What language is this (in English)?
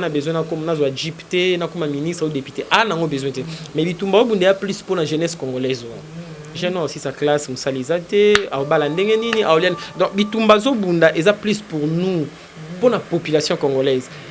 Lingala